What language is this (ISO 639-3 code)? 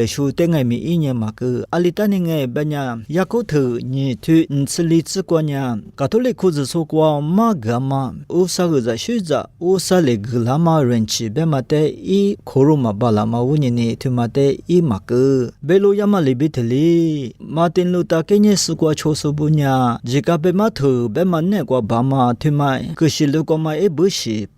lis